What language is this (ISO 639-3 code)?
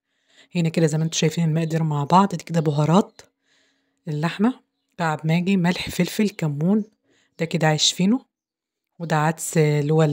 arz